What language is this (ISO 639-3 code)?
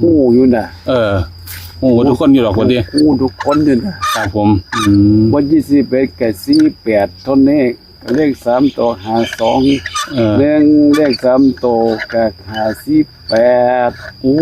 tts